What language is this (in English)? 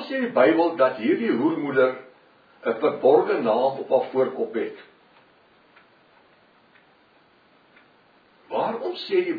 Afrikaans